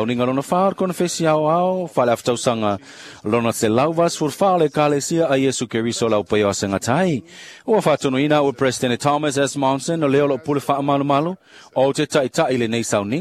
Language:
Samoan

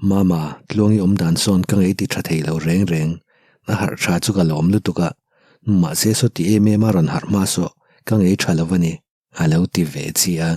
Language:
Mizo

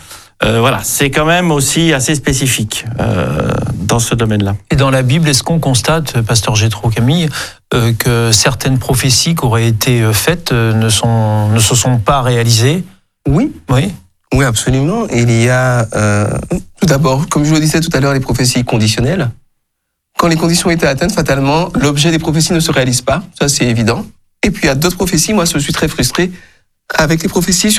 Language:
French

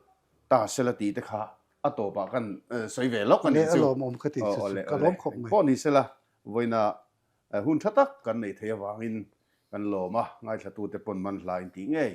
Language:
Mizo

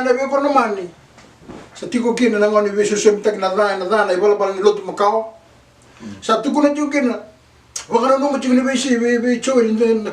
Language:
Fijian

